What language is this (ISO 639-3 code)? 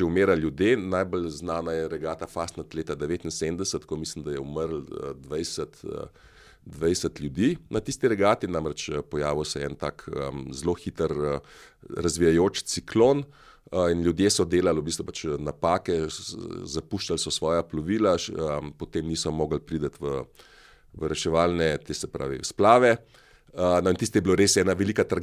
slv